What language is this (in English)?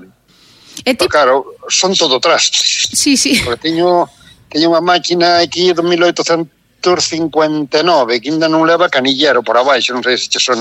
Galician